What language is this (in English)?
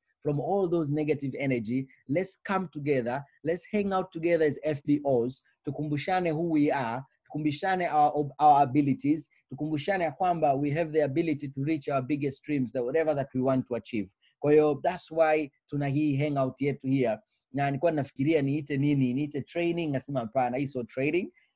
Swahili